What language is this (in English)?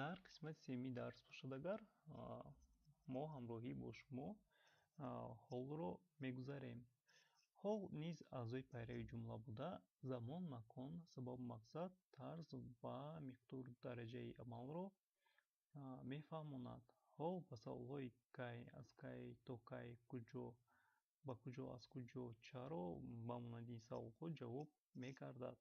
Tajik